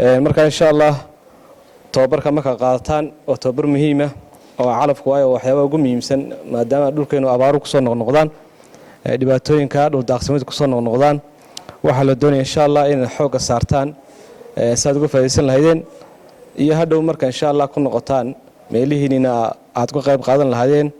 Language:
Somali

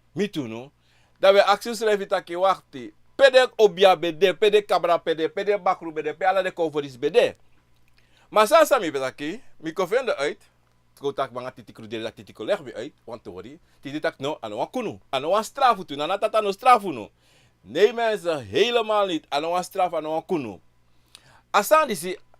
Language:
Sranan Tongo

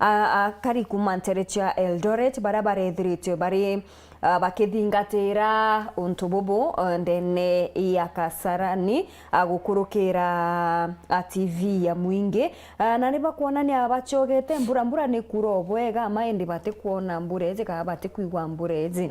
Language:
Meru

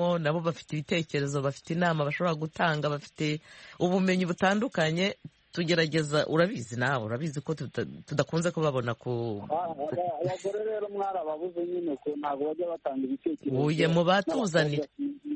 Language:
Kinyarwanda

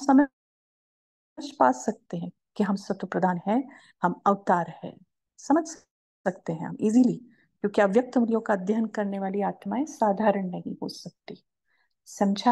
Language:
Hindi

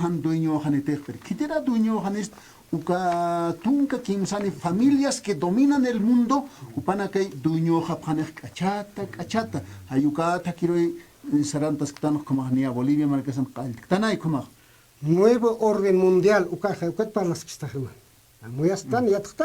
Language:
Aymara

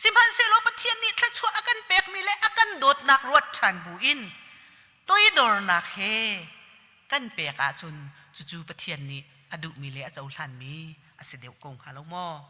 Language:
Hakha Chin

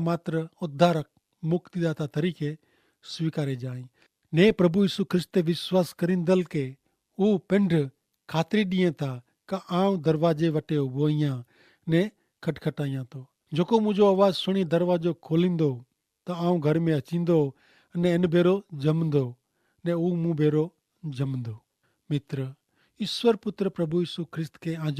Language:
Kachhi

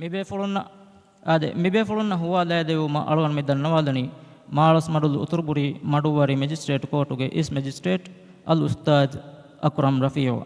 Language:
Divehi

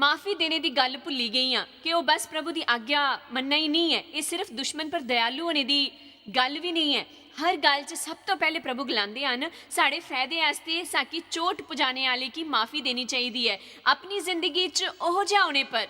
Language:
Dogri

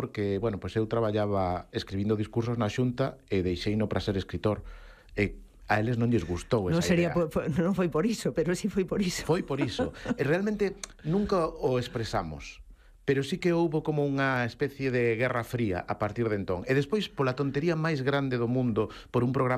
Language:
Galician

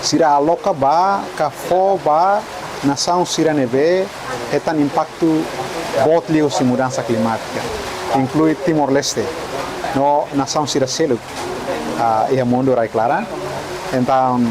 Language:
Tetum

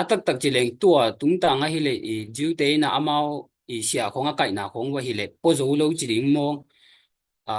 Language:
Tedim Chin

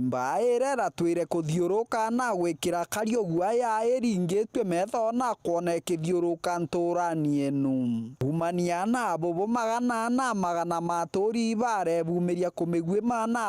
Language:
Meru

